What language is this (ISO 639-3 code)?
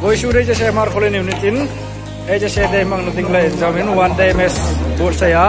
hmr